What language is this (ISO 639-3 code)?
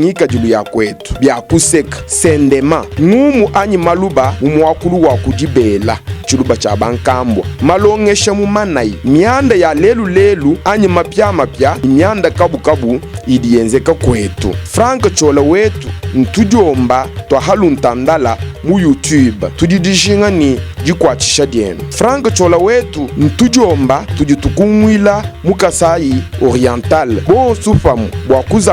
lua